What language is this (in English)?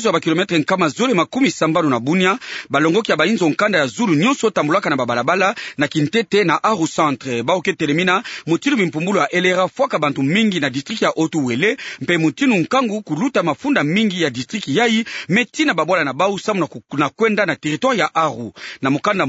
Kituba (Democratic Republic of Congo)